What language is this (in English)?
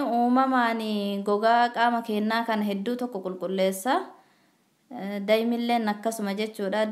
Oromo